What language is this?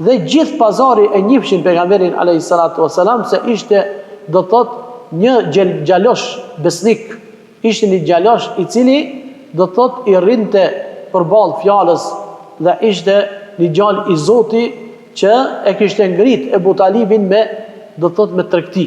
Albanian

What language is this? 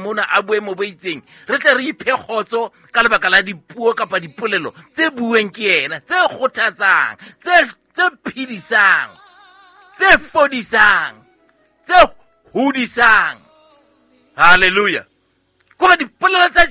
Southern Sotho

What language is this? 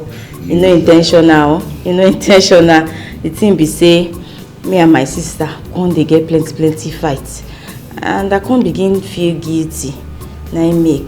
Nigerian Pidgin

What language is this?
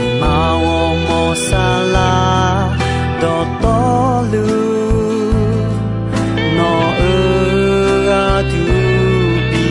Akha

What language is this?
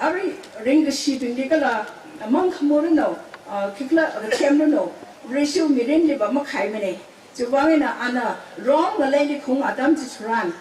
Tangkhul Naga (India)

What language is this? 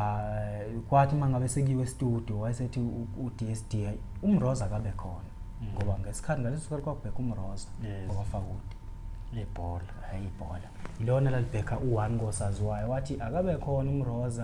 Zulu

